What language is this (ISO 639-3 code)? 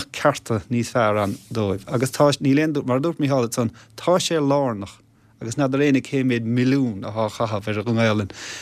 gle